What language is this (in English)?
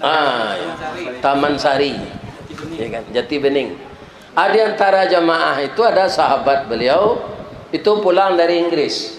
Minangkabau